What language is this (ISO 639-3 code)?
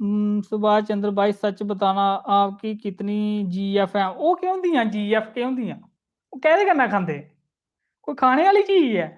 doi